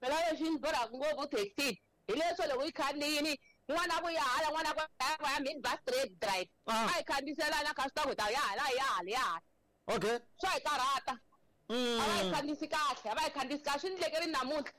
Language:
Tsonga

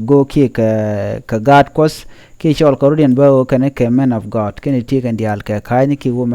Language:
Nuer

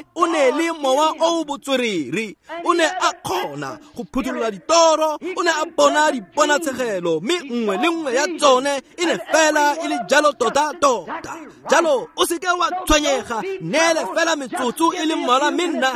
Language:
Tswana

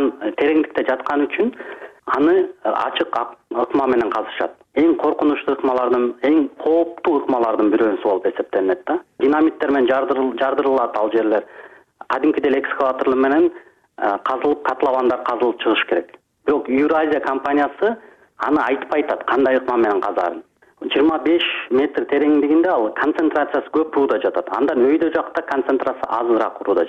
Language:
Kyrgyz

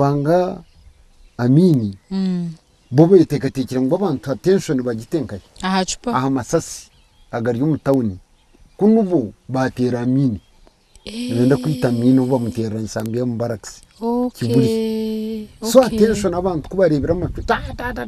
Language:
Nyankole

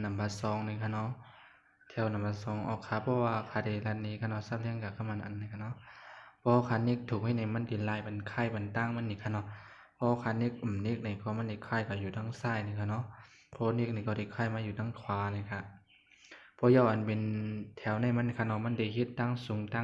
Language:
Shan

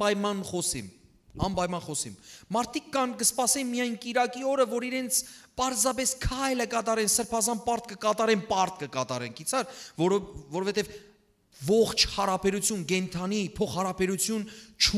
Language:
Western Armenian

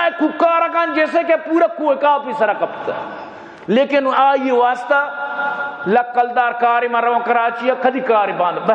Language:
Baluchi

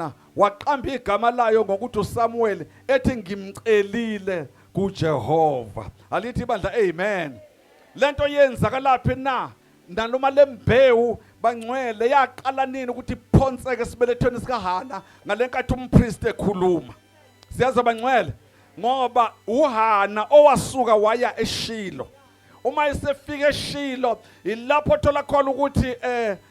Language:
Zulu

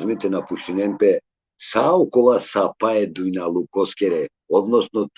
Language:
Balkan Romani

